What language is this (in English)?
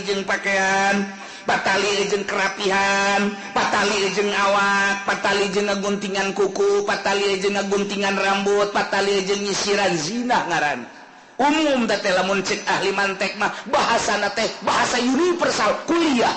Sundanese